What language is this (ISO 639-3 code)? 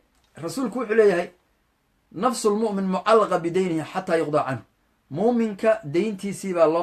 som